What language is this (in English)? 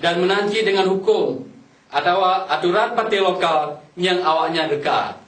Achinese